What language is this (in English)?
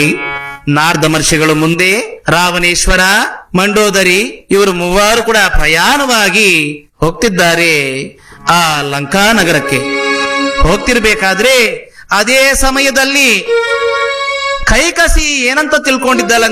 Kannada